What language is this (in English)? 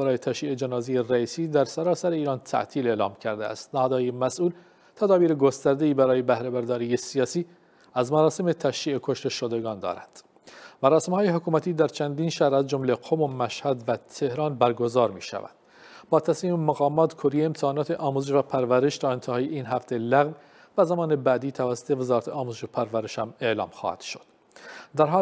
Persian